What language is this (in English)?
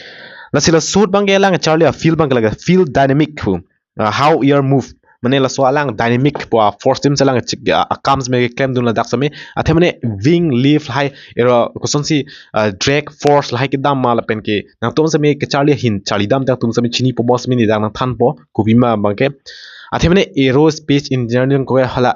Karbi